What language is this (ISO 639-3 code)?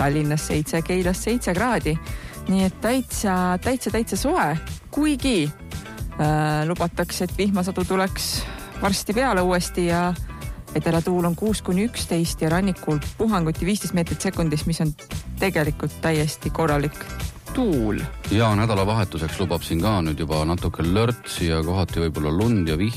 est